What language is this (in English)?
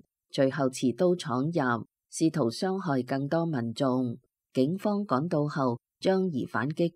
Cantonese